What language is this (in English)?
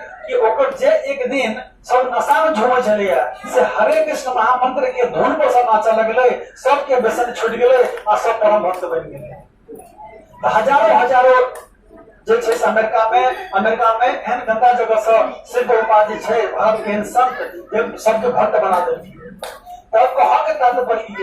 Maithili